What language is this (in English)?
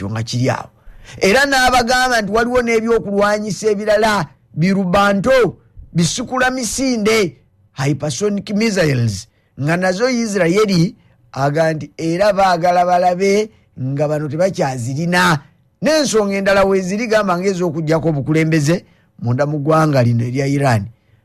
Ganda